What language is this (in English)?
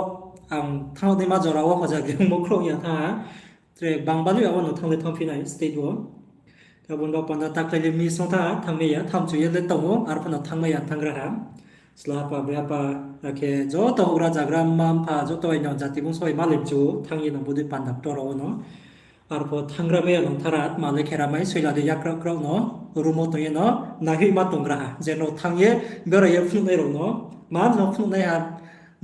Riang (India)